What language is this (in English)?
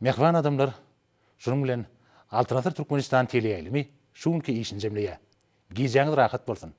Turkmen